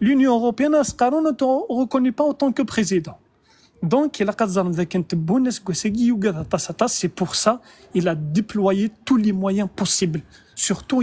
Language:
Kabyle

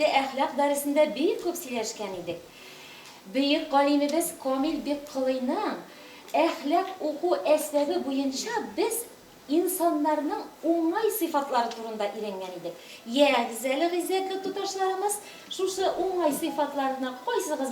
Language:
Tatar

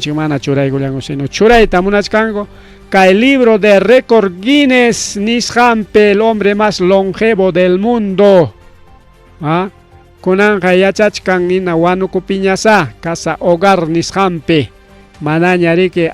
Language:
Ayacucho Quechua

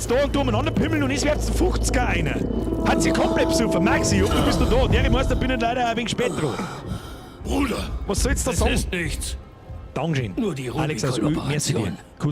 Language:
Bavarian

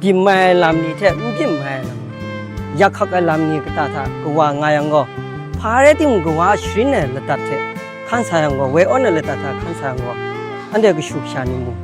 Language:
Kachin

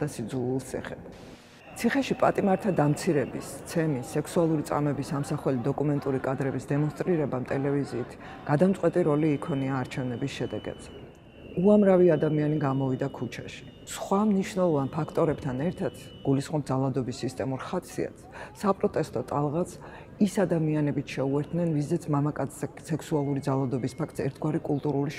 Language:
Georgian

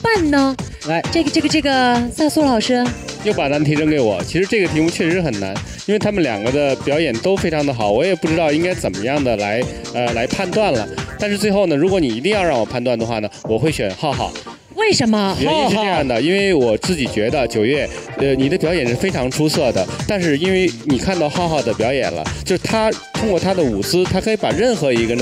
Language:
Chinese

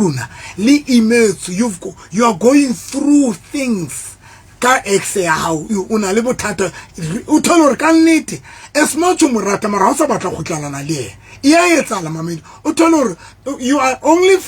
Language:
Southern Sotho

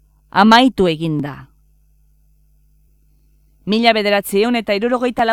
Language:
Basque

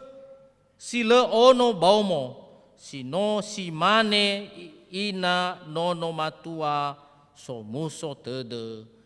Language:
Nias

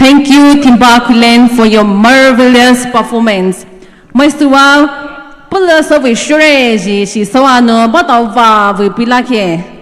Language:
Poumei Naga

